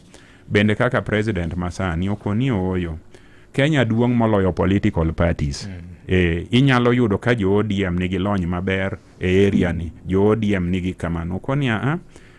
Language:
Luo (Kenya and Tanzania)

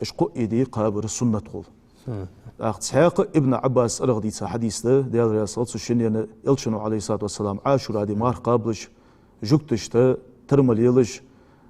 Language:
Ingush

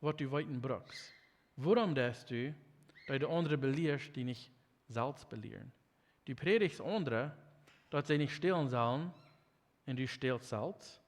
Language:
Plautdietsch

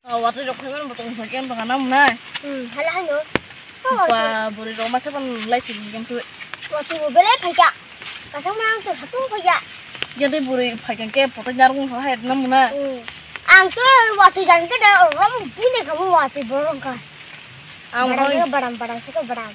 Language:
Kok Borok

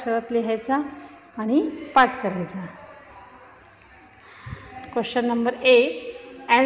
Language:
Marathi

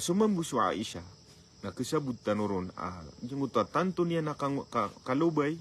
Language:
Maranao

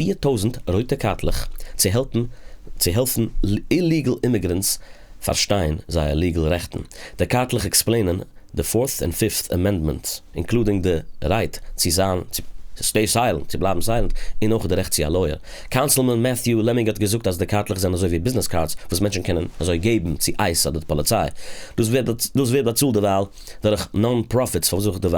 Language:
Yiddish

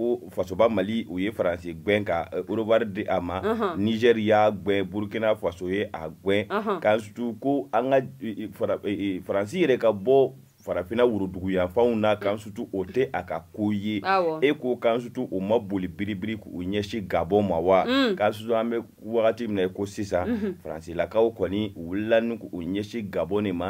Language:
Bambara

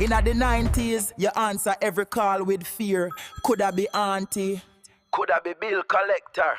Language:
Jamaican Creole English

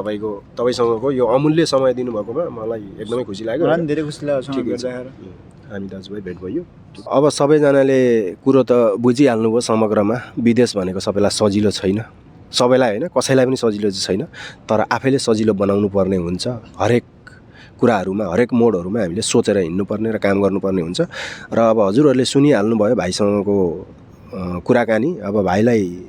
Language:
Nepali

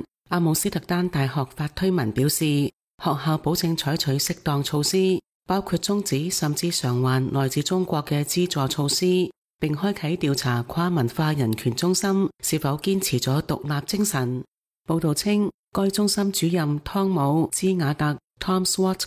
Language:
Cantonese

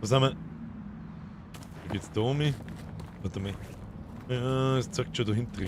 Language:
Bavarian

